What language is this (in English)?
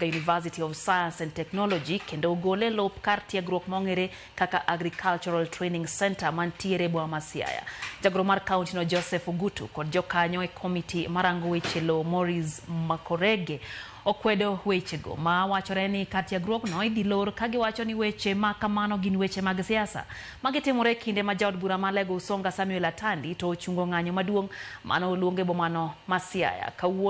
Luo (Kenya and Tanzania)